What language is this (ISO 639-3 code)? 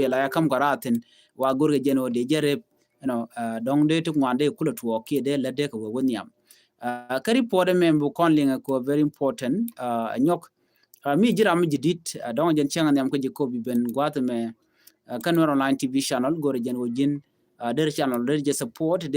nus